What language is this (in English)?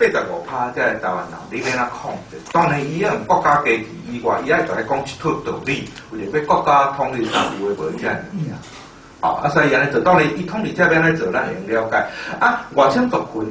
Min Nan Chinese